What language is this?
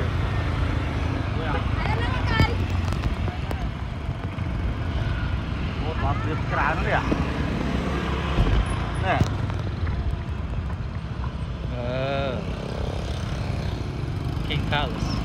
Vietnamese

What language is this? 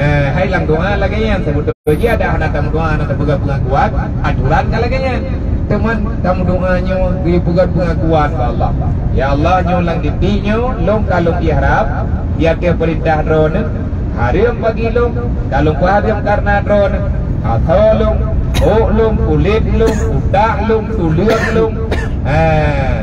Achinese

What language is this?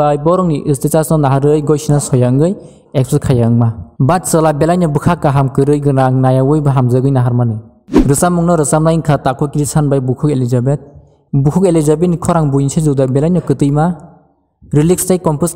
Kok Borok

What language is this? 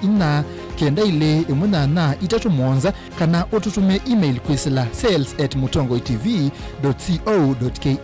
Kamba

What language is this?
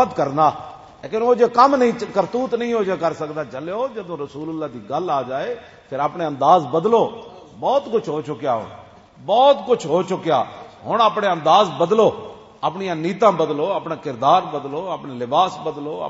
Western Panjabi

